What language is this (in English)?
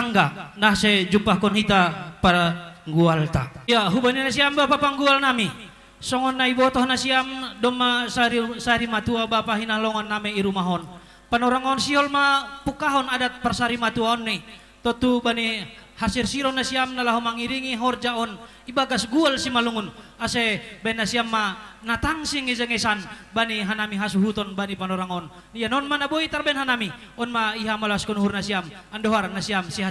Batak Simalungun